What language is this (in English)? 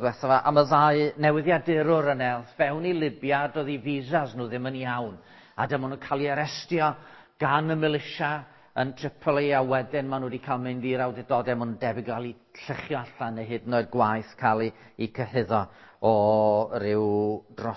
Welsh